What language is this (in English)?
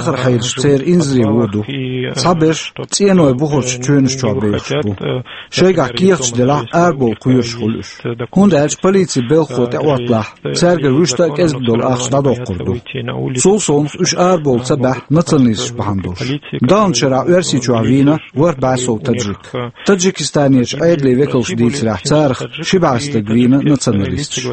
Chechen